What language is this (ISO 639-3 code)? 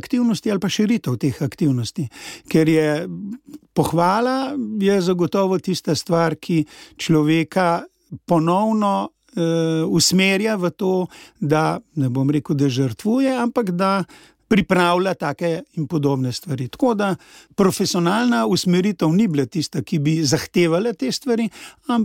slv